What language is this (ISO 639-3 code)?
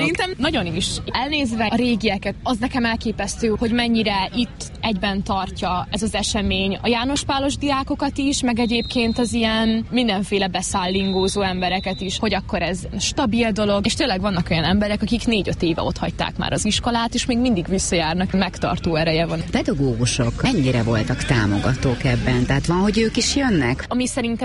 hun